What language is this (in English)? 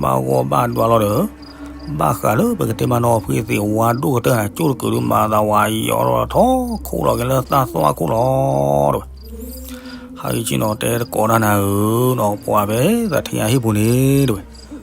S'gaw Karen